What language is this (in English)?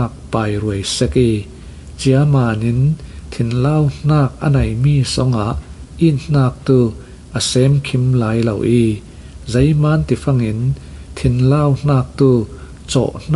Falam Chin